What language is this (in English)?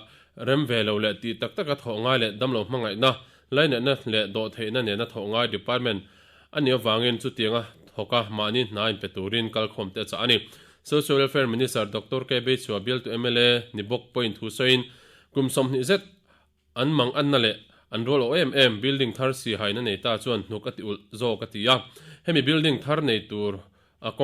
Mizo